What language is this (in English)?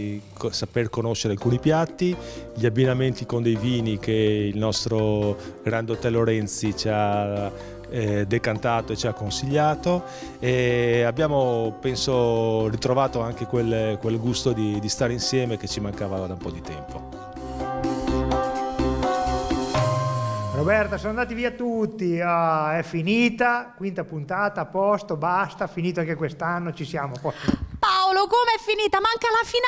Italian